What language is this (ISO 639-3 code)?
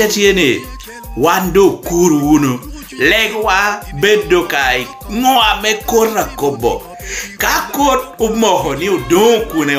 laj